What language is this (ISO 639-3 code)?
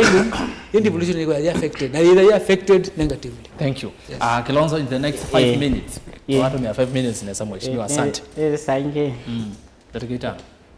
kam